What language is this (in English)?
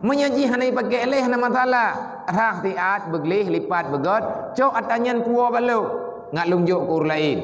Achinese